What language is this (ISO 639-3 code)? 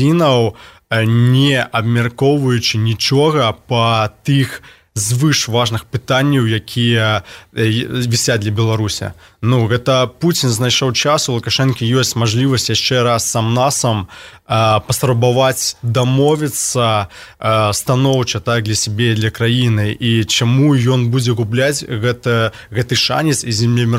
bel